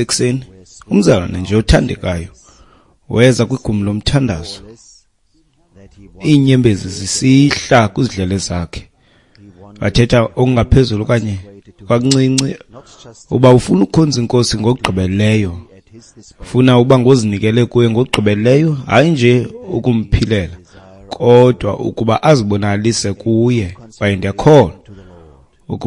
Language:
Xhosa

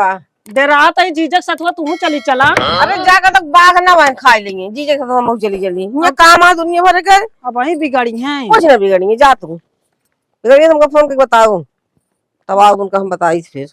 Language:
Awadhi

